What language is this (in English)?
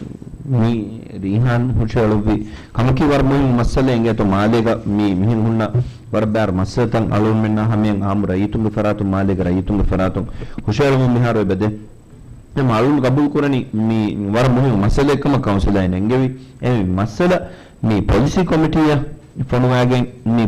Divehi